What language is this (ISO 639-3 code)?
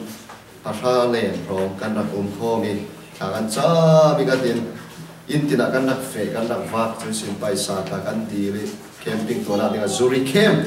cfm